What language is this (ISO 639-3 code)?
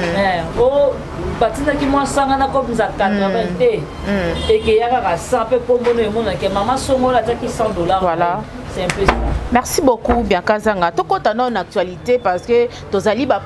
lin